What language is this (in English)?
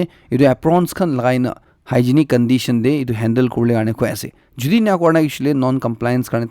Naga Pidgin